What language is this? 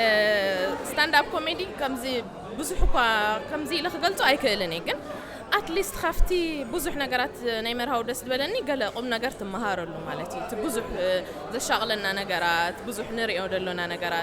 Tigrinya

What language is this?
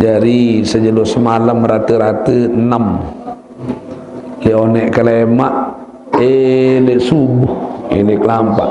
Sasak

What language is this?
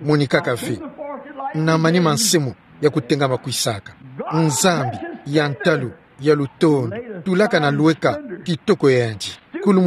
Kituba (Democratic Republic of Congo)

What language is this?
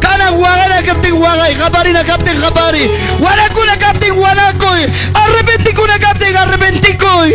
Ayacucho Quechua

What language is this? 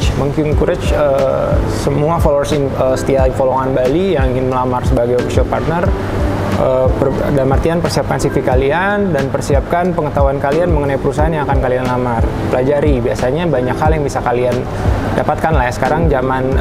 Indonesian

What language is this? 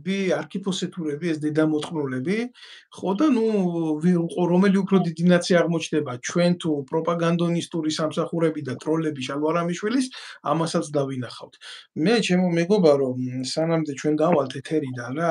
Georgian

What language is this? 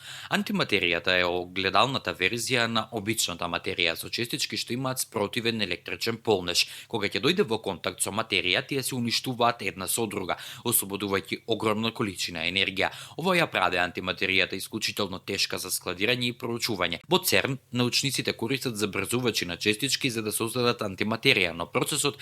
Macedonian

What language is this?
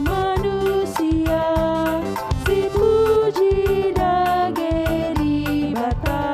Batak Karo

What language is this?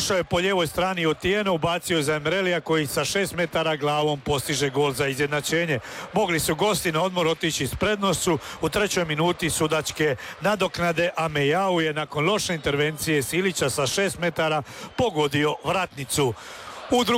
Croatian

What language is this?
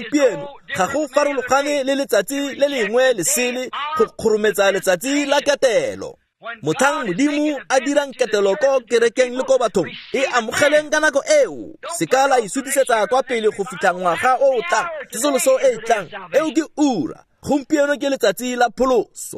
Tswana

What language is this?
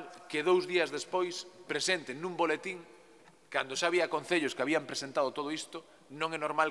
Galician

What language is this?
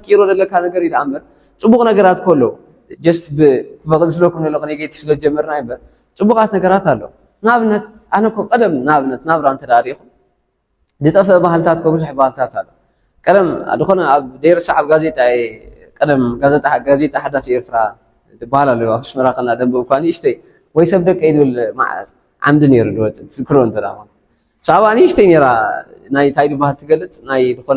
Tigrinya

